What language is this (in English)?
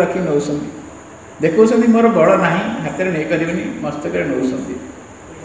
Odia